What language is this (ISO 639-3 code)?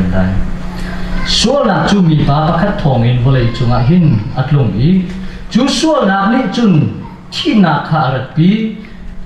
cnh